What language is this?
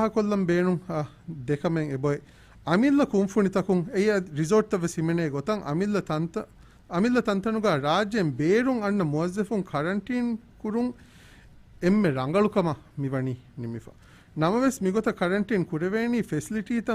Divehi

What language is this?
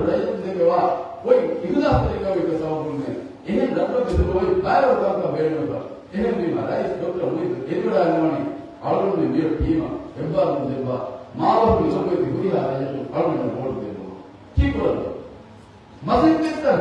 Divehi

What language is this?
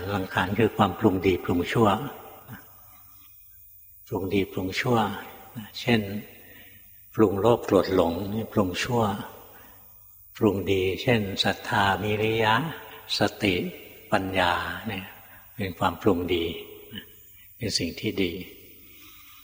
Thai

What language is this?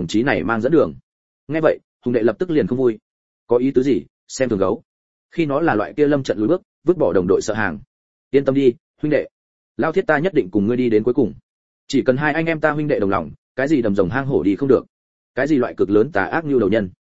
Vietnamese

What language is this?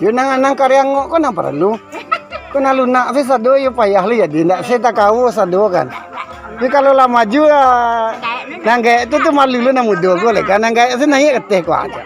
Minangkabau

